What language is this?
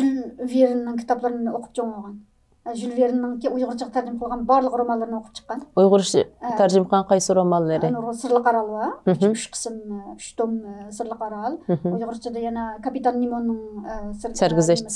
Uyghur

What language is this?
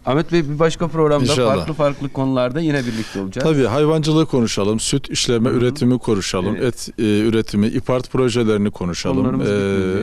Turkish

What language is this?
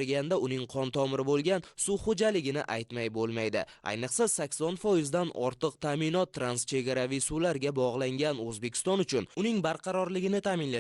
Uzbek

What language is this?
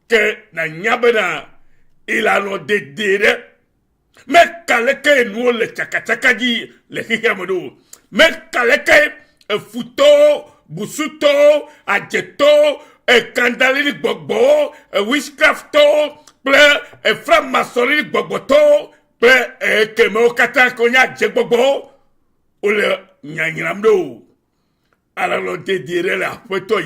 Ewe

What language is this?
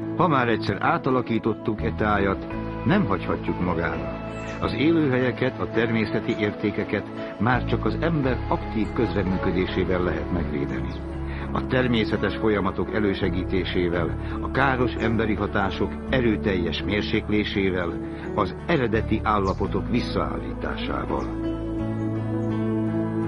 Hungarian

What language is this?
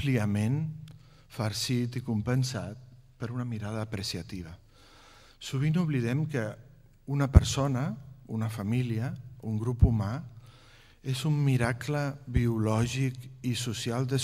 Catalan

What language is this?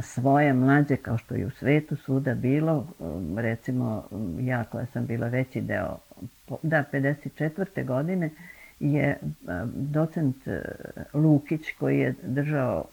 Serbian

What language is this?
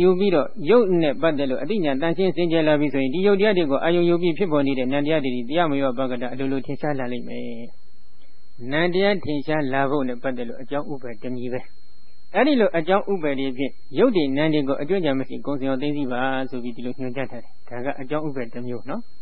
Burmese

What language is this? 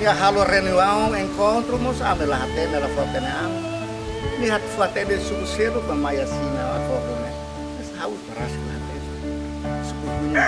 Tetum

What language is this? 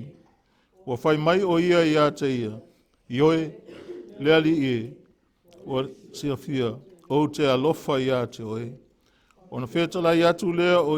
Samoan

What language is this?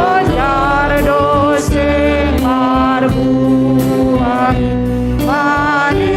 Batak Simalungun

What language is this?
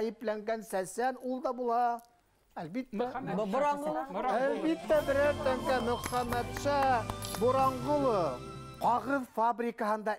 Bashkir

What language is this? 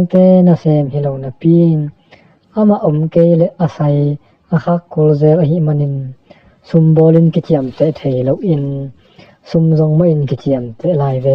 Tedim Chin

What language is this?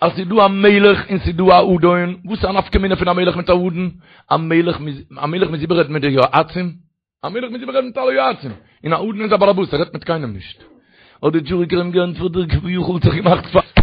Yiddish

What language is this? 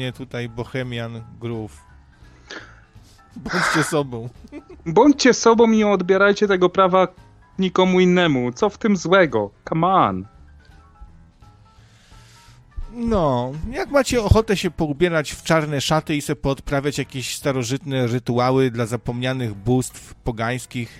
Polish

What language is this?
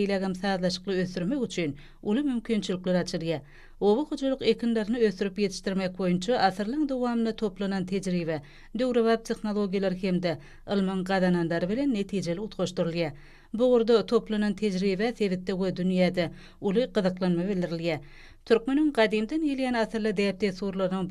Turkmen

